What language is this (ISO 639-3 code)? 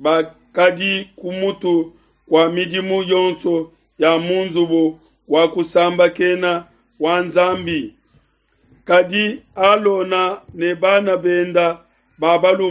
lua